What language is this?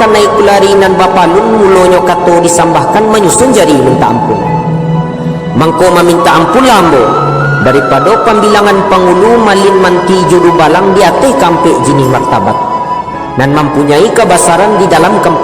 Minangkabau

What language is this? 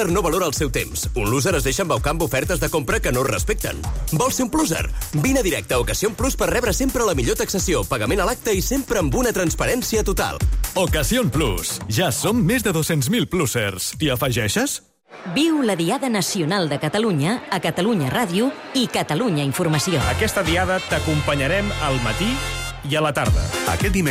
Catalan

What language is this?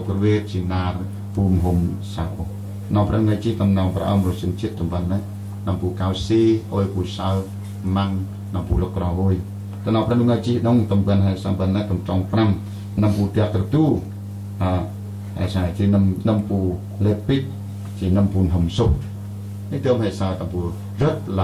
Central Mnong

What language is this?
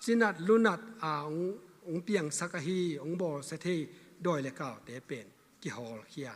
Tedim Chin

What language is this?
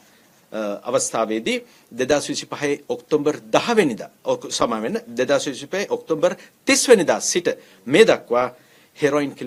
Sinhala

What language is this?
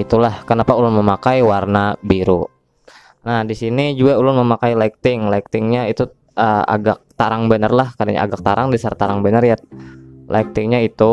Banjar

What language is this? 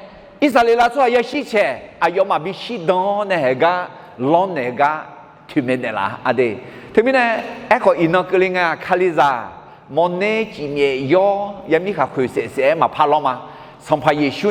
Akha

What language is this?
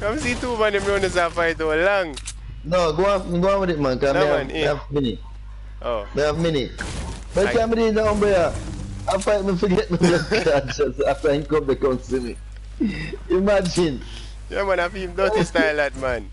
Jamaican Creole English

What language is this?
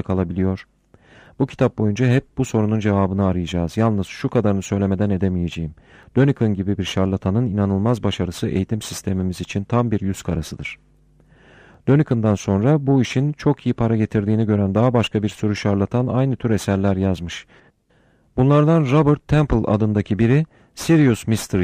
Turkish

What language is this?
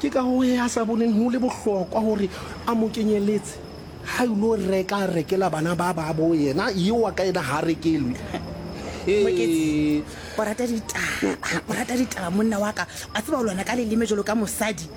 Southern Sotho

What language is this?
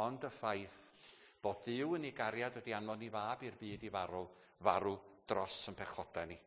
Welsh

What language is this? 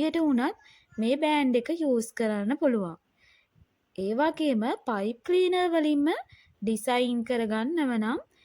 Sinhala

